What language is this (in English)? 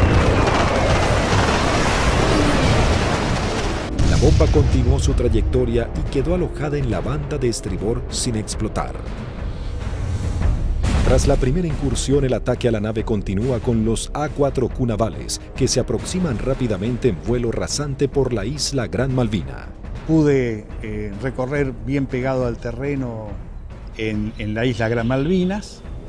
Spanish